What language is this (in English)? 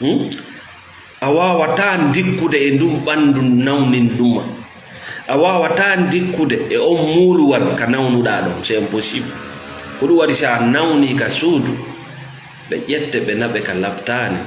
Fula